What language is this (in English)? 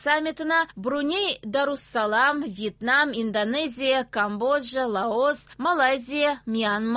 Tatar